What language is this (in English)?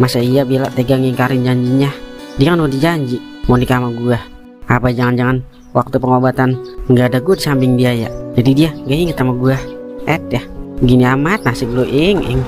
Betawi